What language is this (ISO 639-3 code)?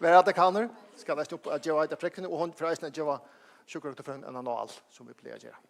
fao